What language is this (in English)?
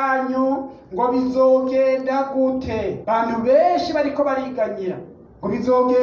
Rundi